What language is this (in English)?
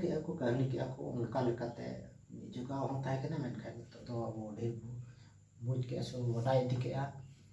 Santali